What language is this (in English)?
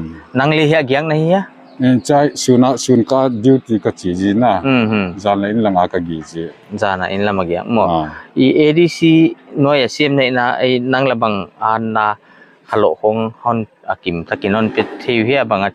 Paite Chin